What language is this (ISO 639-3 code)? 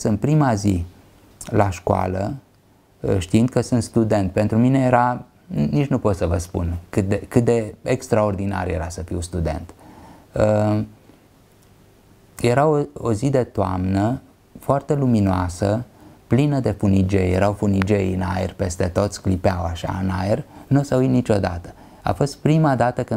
ron